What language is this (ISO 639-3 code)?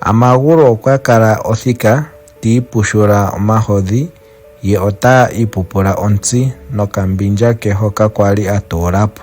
ndo